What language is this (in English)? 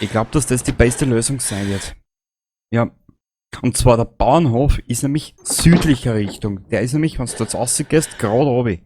Bavarian